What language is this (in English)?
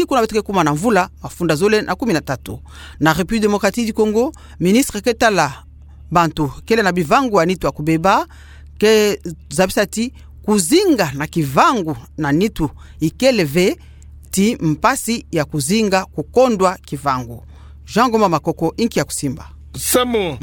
Kituba (Democratic Republic of Congo)